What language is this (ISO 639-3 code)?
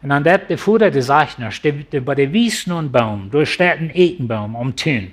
pdt